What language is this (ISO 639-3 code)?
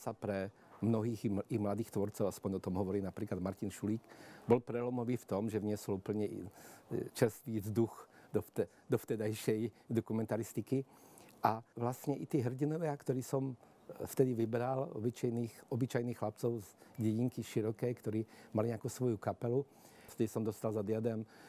slk